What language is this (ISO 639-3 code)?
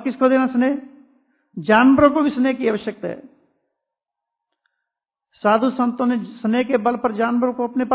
hin